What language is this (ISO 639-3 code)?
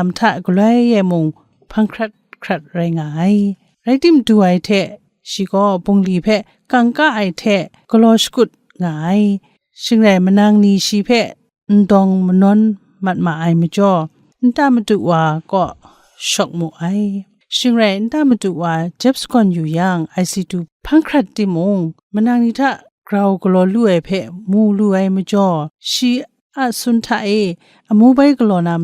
kac